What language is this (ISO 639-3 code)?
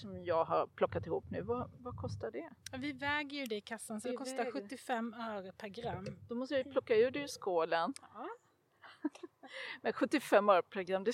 swe